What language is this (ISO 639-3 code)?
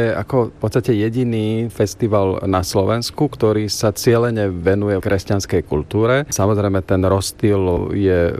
slk